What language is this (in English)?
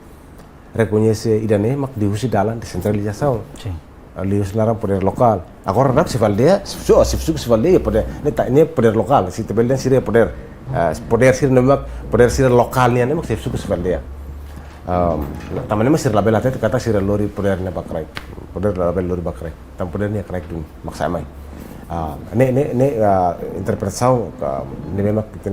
Tetum